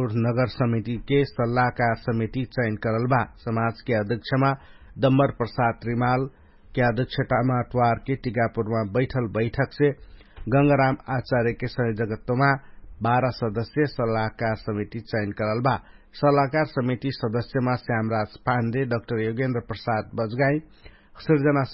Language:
Dangaura Tharu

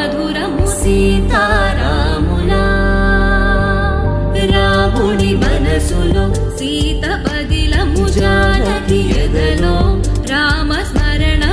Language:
Telugu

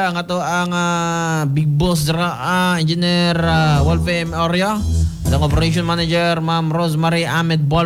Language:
Cebuano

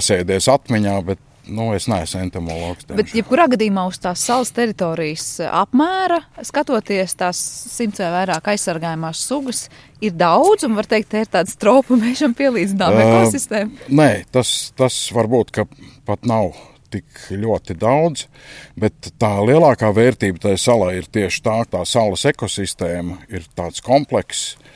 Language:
Latvian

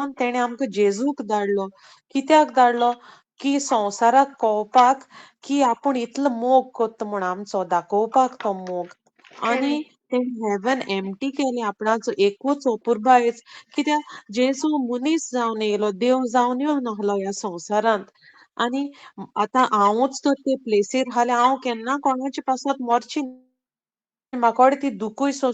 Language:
Konkani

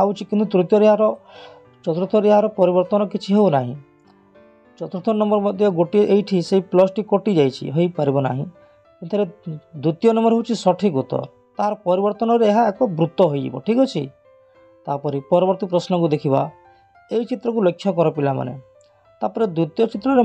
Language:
Odia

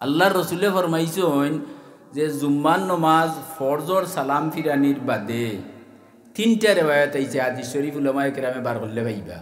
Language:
Sylheti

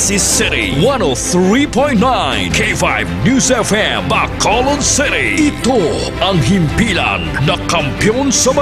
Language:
Hiligaynon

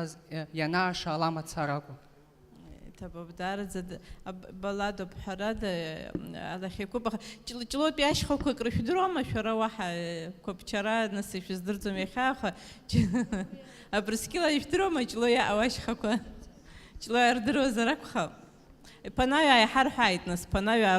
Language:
Abkhazian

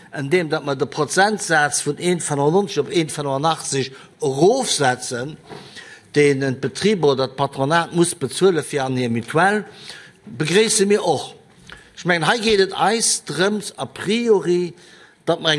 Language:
Luxembourgish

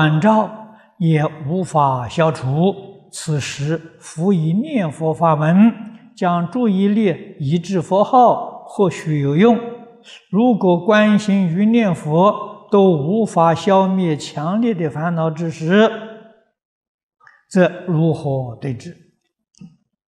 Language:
Chinese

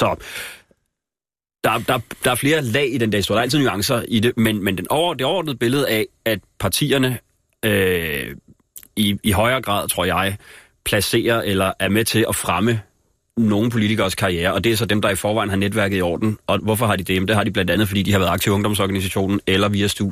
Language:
Danish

